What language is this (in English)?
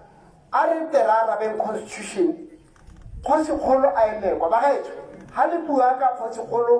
Tswana